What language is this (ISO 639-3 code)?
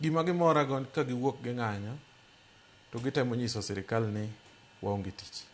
luo